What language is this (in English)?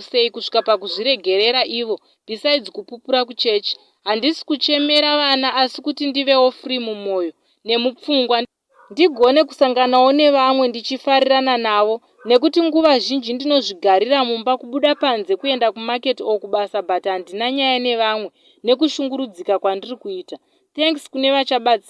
Shona